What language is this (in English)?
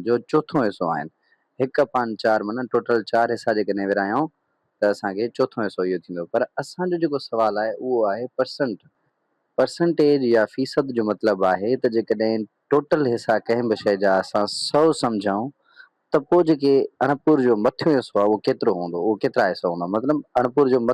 Sindhi